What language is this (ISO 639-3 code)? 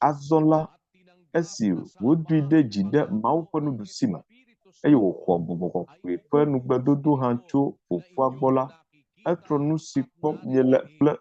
ewe